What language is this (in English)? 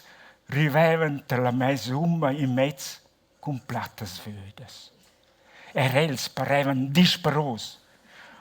Romansh